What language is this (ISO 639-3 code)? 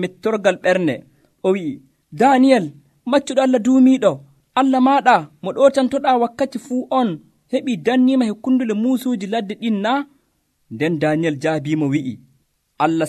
fuv